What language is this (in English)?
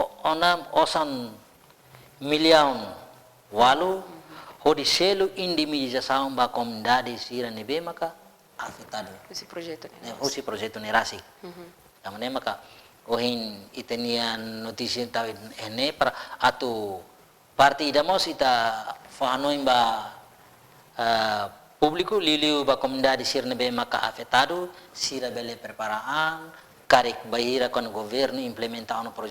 Tetum